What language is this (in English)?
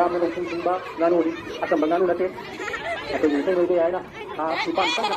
Manipuri